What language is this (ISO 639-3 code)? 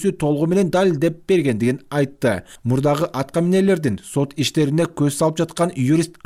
kir